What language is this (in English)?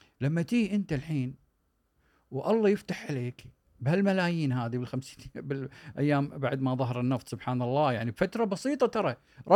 Gulf Arabic